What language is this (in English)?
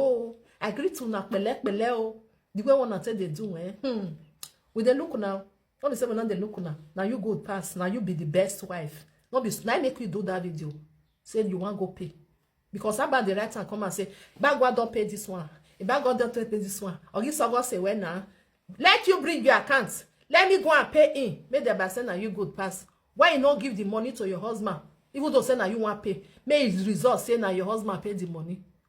Nigerian Pidgin